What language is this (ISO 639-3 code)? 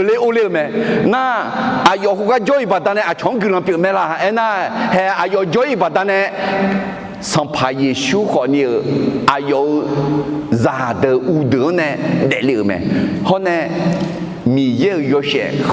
ahk